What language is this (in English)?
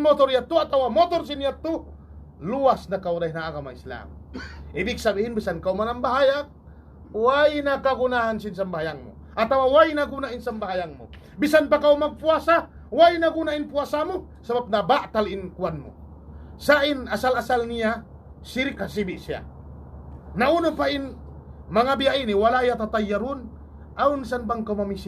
Tausug